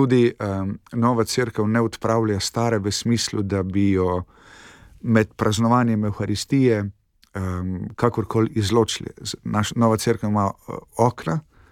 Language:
Slovenian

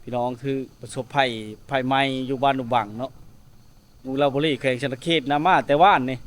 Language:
Lao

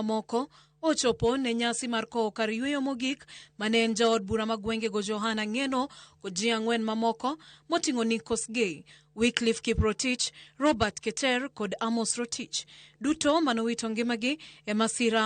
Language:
Luo (Kenya and Tanzania)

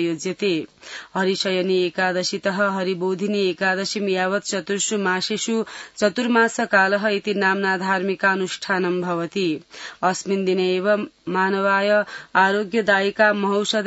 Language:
Sanskrit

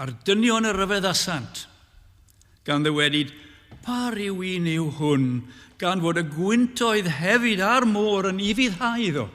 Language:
Welsh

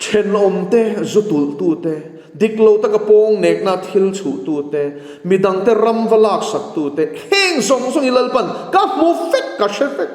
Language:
Mizo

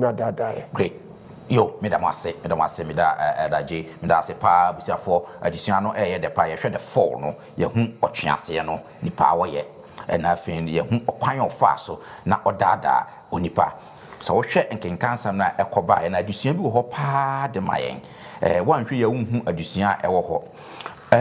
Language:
Akan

